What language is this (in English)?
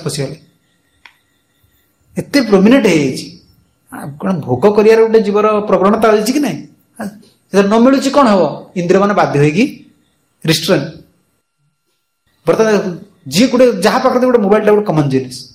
Odia